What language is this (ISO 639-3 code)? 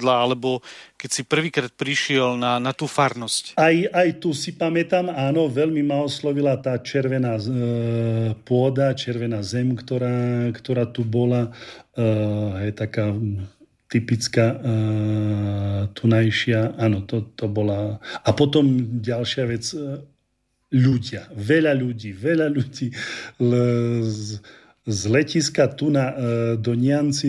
slk